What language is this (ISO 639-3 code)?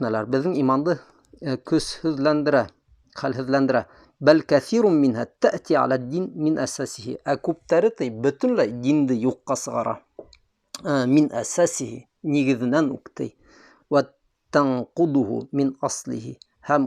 bak